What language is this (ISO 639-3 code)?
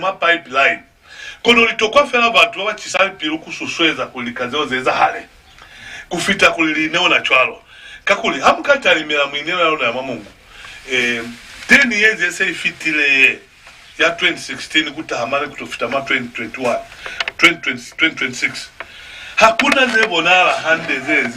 loz